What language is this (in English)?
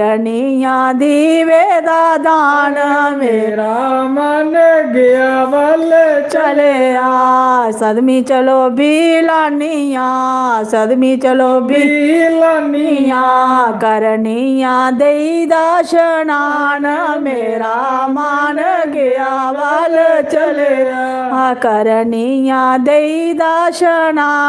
Dogri